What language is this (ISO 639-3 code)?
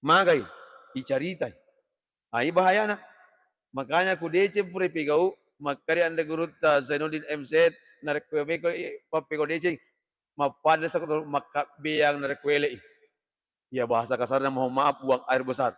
bug